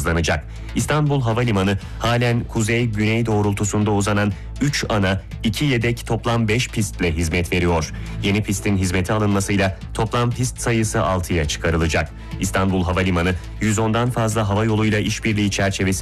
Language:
Turkish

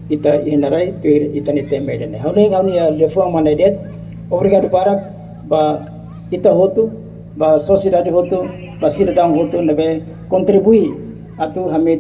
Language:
Tetum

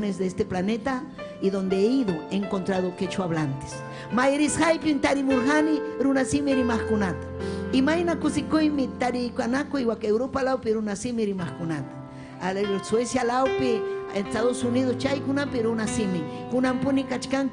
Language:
Ayacucho Quechua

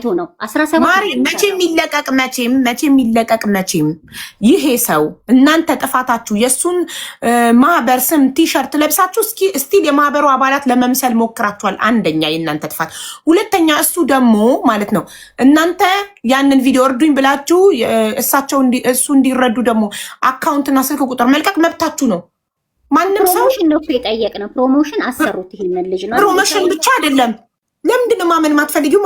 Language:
Amharic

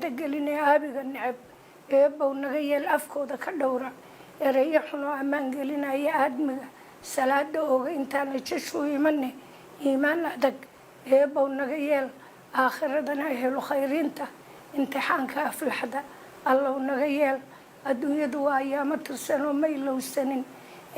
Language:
Somali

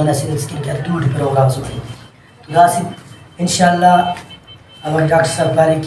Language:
Brahui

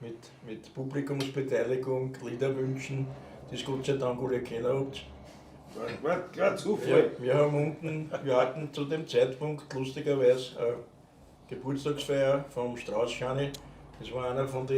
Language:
Bavarian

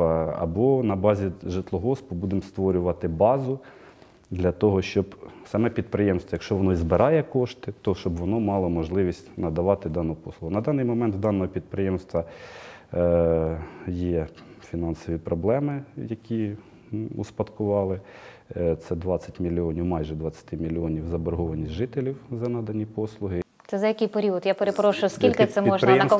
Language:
Ukrainian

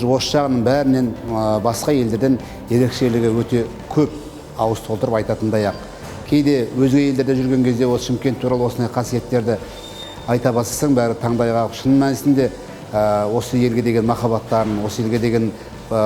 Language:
Kazakh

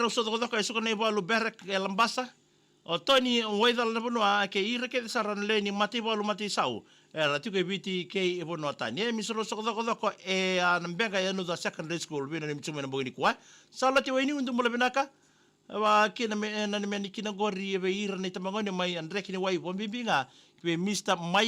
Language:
Fijian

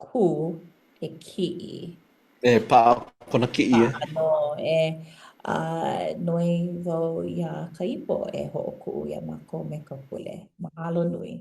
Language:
Hawaiian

